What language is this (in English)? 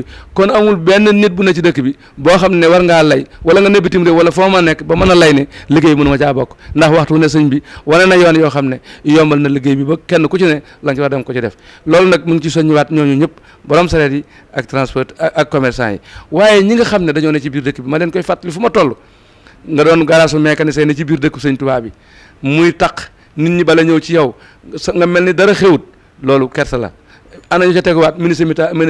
Wolof